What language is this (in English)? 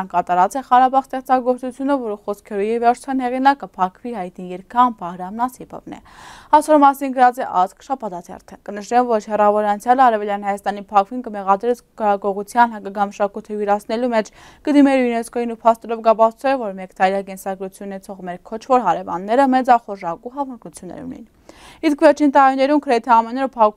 Western Armenian